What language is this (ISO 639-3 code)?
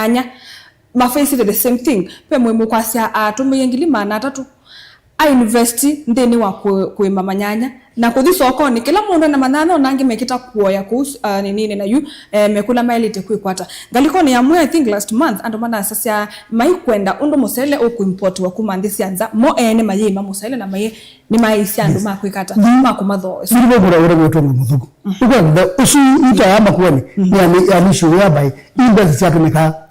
kam